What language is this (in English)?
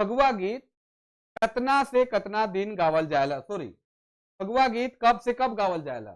Sadri